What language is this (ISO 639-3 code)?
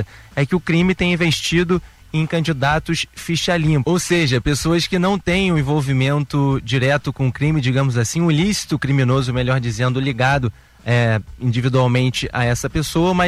por